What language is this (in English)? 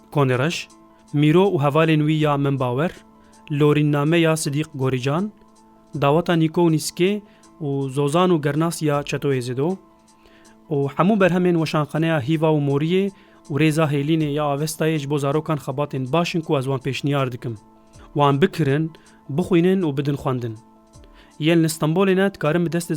Kurdish